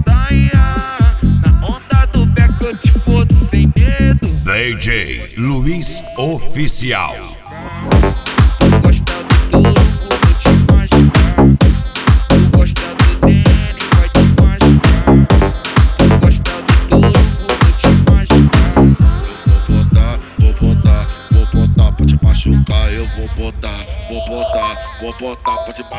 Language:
Portuguese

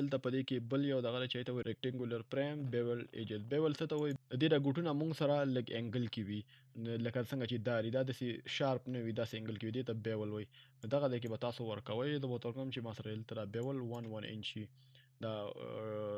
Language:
Pashto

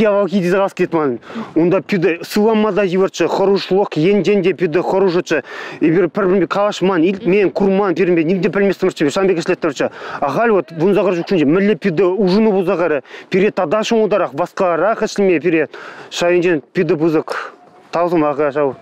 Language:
Chuvash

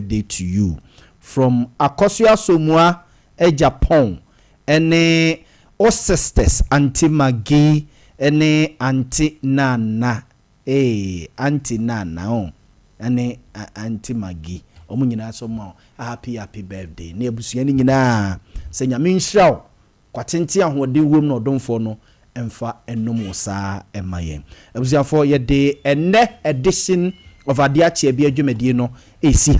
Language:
Akan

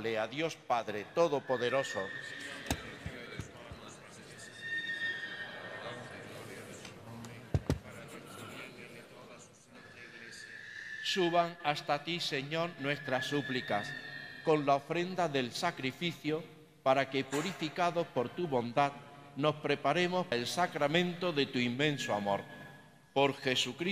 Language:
Spanish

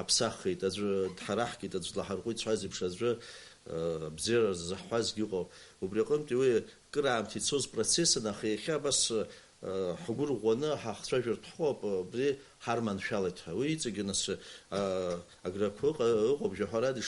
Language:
Abkhazian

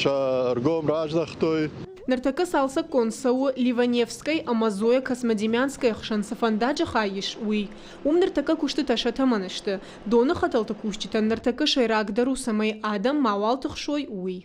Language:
Ossetic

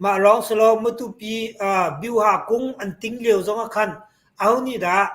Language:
Hakha Chin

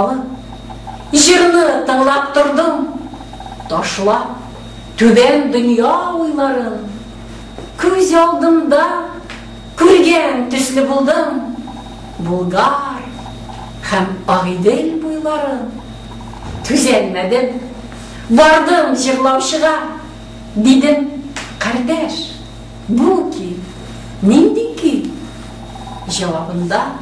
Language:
Tatar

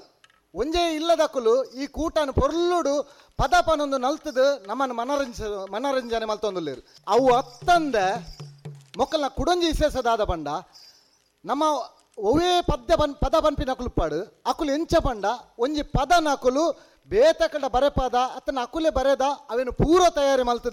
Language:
Tulu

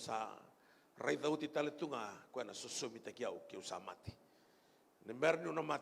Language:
Fijian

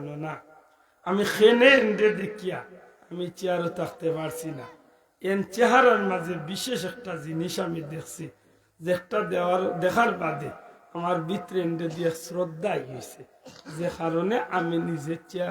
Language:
Sylheti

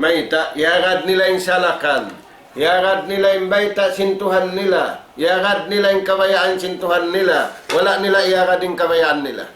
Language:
Tausug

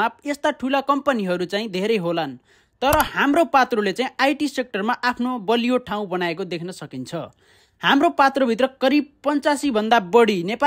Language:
Nepali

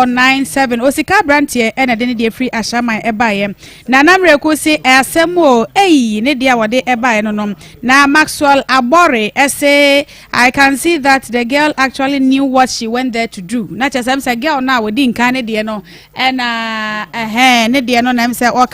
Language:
Akan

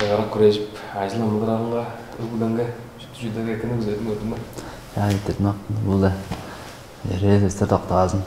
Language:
Tuvinian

